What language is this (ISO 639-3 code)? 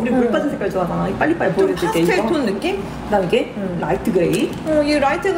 kor